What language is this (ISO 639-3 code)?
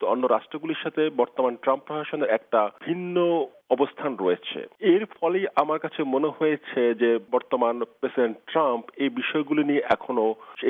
ben